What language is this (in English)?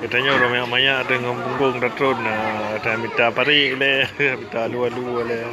Achinese